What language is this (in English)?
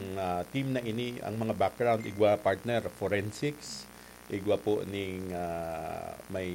Bikol